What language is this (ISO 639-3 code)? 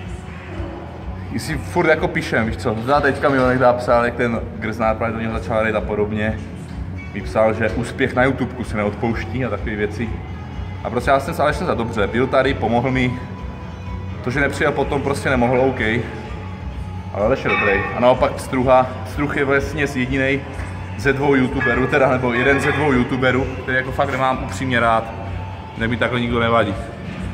ces